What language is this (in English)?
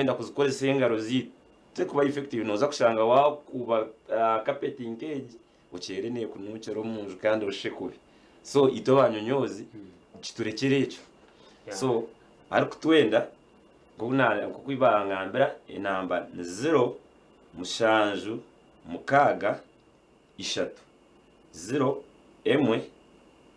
Nyankole